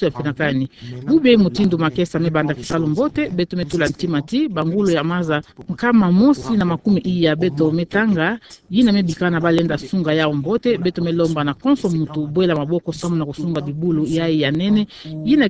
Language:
Kituba (Democratic Republic of Congo)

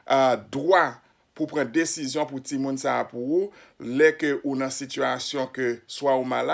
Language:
Haitian Creole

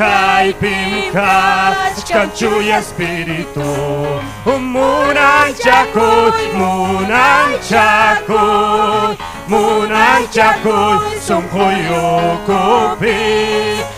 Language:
Ayacucho Quechua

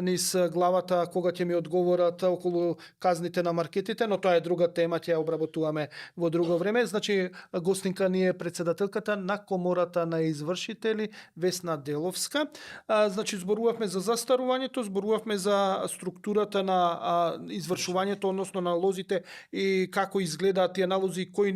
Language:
Macedonian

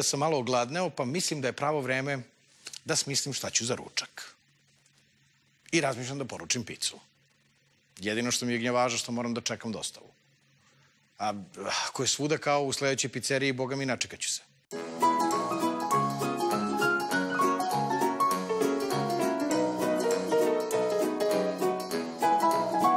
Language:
Serbian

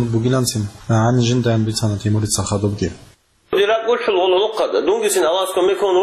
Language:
Avaric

